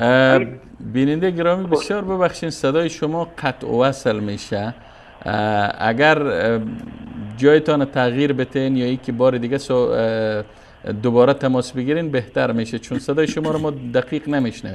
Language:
Persian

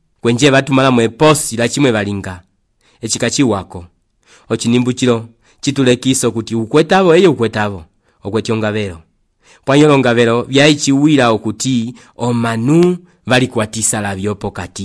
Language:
Umbundu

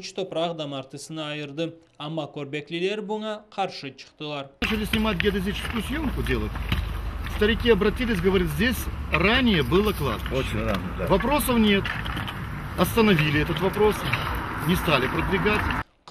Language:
Crimean Tatar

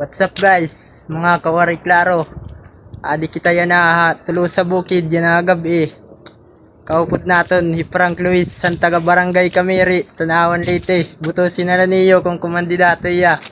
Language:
Waray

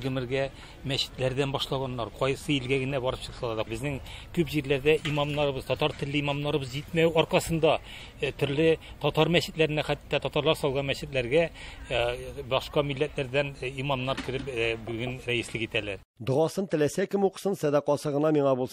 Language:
Tatar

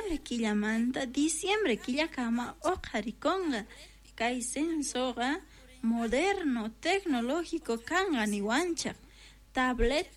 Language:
Quechua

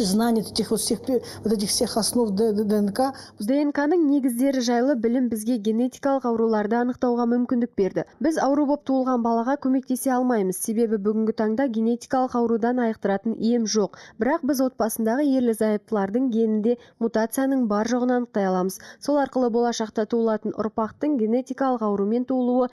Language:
Kazakh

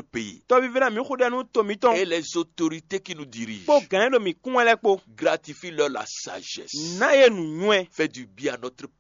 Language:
Fon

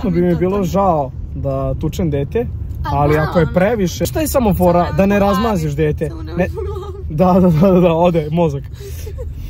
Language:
Serbian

